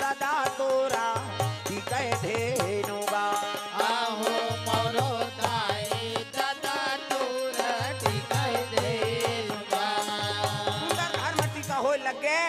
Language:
Chhattisgarhi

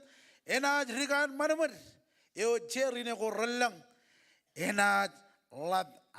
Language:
Marshallese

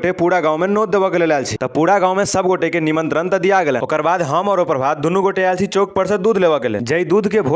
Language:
Maithili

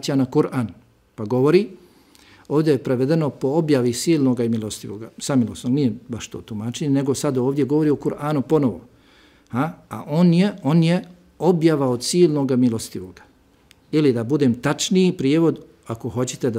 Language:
Bosnian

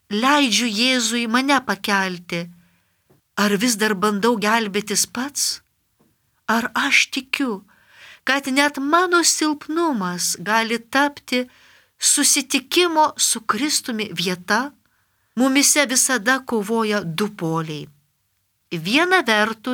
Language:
Lithuanian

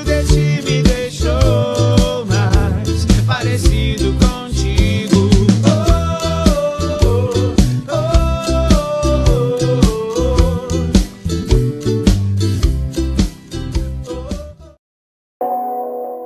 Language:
Portuguese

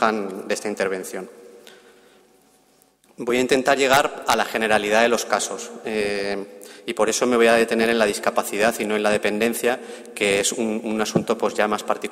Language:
Spanish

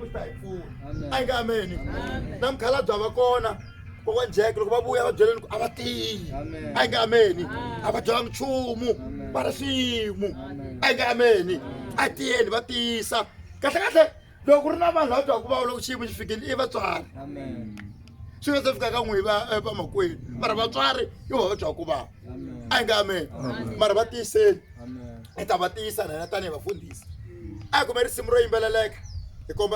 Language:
Tsonga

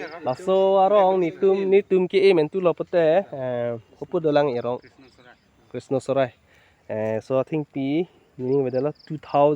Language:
Karbi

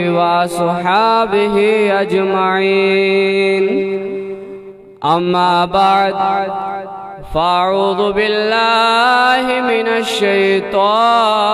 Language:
Kashmiri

